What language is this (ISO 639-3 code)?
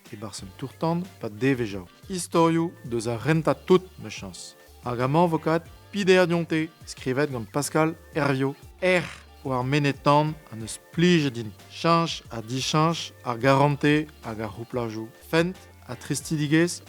bre